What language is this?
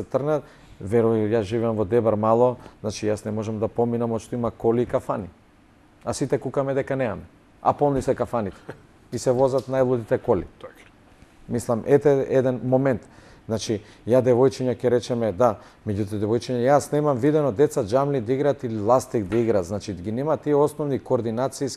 Macedonian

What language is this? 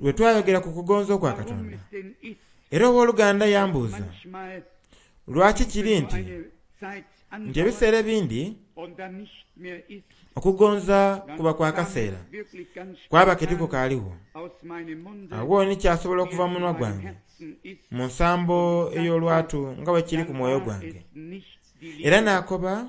Soga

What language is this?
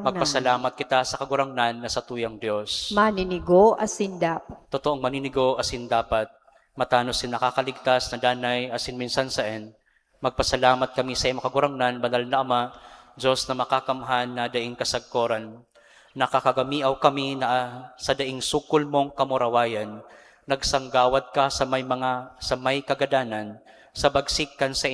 Bikol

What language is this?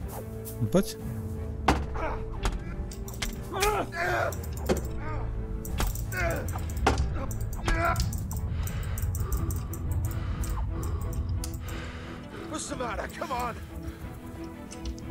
Slovak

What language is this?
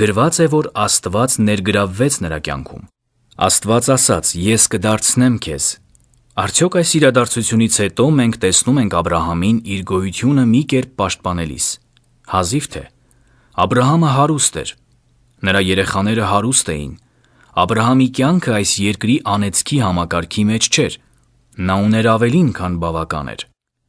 Armenian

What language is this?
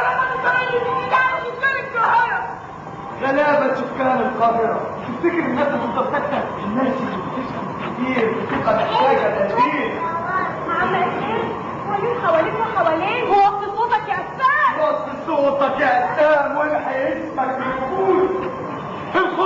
Egyptian Arabic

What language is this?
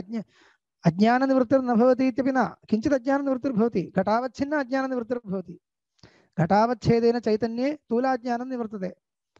Sanskrit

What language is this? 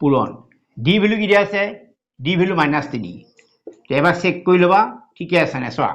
Assamese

